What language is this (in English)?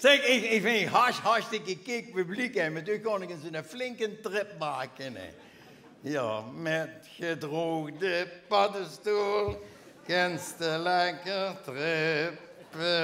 Limburgish